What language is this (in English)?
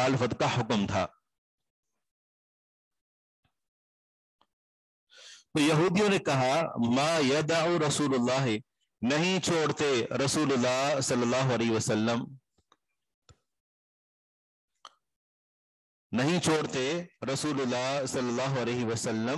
Urdu